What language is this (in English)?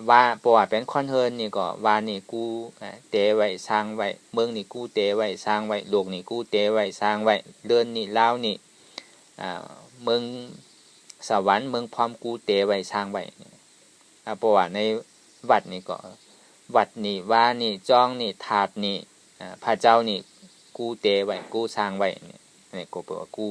Shan